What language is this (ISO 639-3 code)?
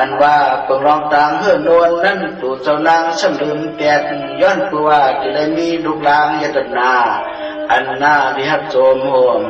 shn